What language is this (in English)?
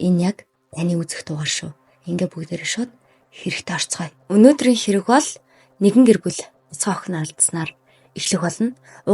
Mongolian